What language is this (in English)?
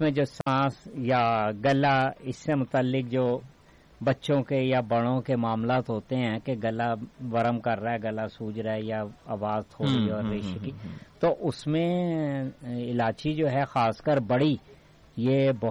Urdu